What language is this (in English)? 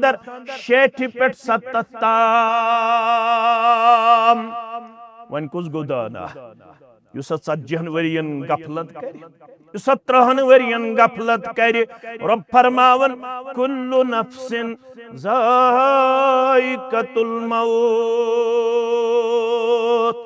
Kashmiri